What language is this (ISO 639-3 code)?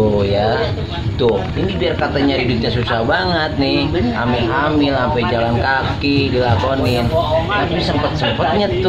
bew